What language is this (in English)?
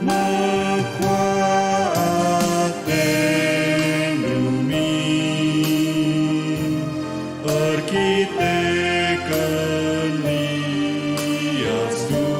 Batak Karo